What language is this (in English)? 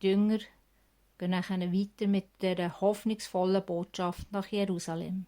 Swiss German